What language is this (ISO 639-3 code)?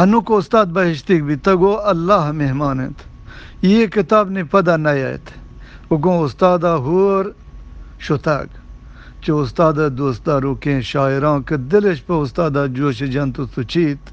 bgp